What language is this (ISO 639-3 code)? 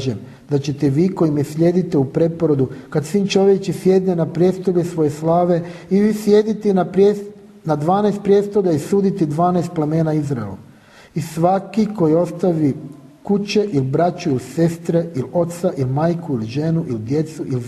hrv